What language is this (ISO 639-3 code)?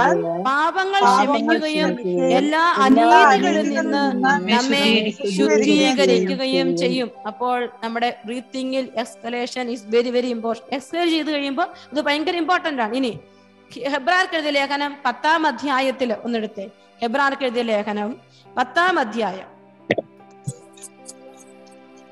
mal